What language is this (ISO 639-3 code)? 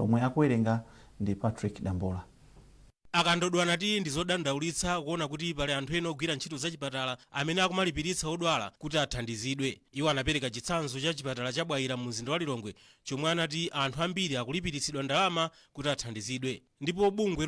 nya